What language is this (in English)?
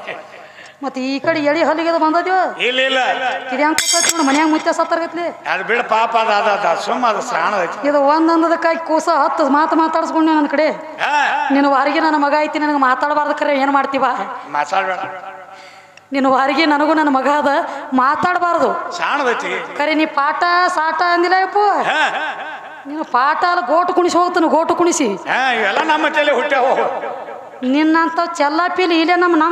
Kannada